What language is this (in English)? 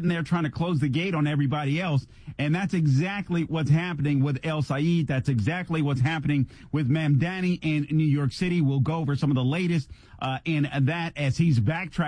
English